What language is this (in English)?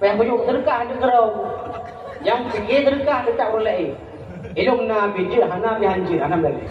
Achinese